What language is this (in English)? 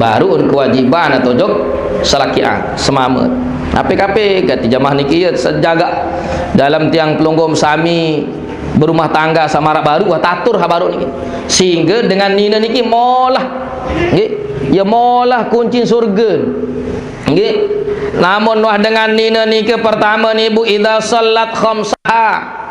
Sasak